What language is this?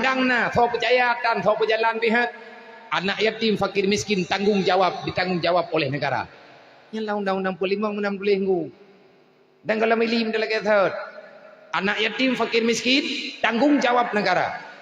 Achinese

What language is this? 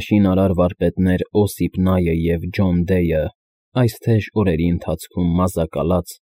Armenian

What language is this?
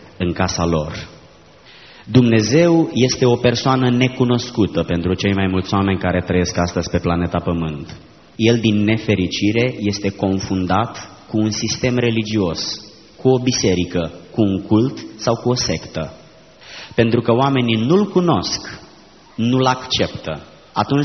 Romanian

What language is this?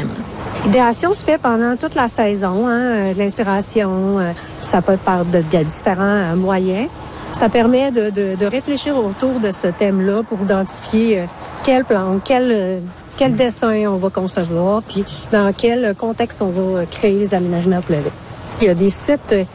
French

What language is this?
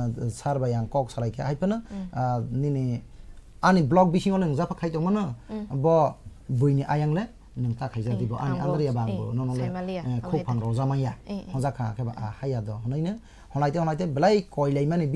Kok Borok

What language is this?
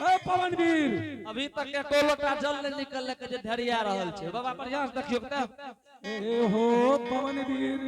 Angika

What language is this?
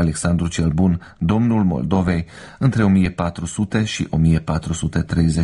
Romanian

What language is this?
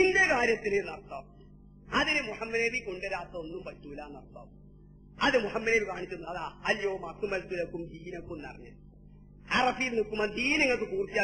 Malayalam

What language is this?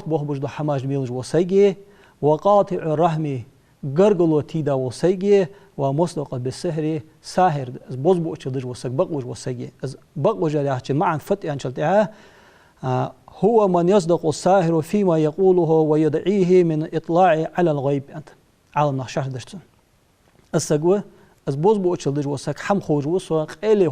Ingush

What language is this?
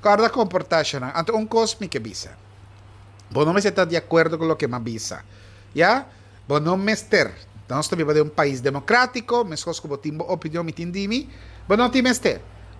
Papiamento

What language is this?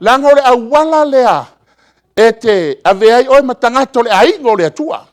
Samoan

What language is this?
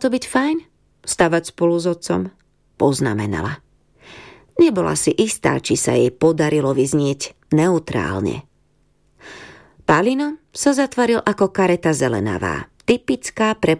Slovak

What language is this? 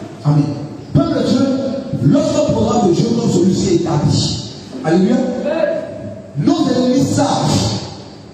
French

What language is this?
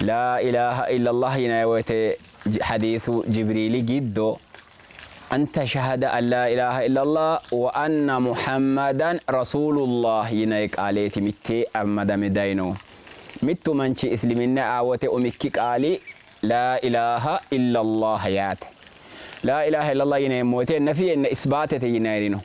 Sidamo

